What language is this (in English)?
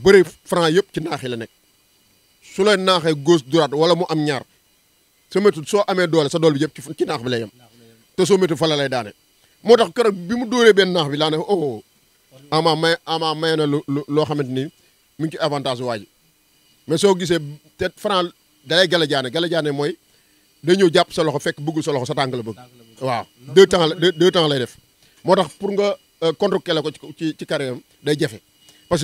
Wolof